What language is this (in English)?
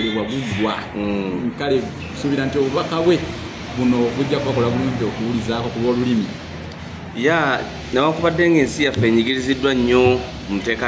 Ganda